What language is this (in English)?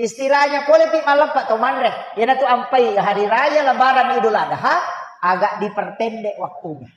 Buginese